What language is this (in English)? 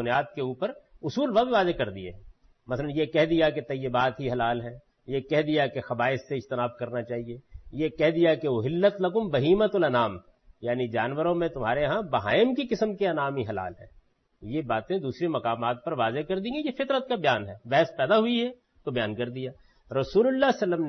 Urdu